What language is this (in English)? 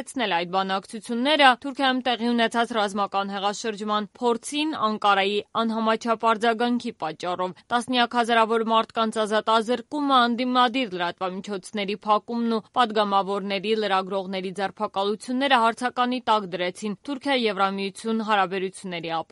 Armenian